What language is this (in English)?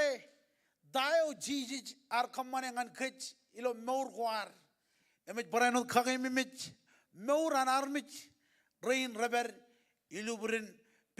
Marshallese